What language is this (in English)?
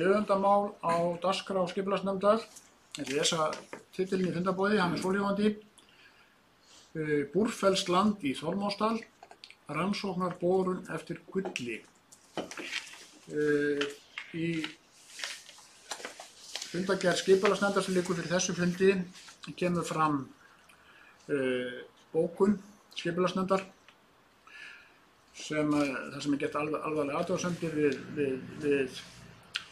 Icelandic